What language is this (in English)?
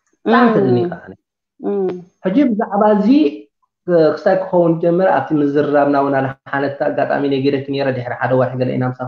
Tigrinya